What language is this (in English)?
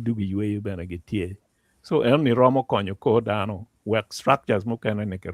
Acoli